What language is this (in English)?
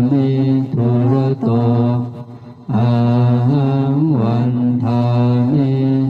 Pali